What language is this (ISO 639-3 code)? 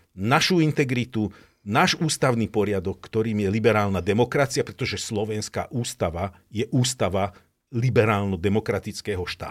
slk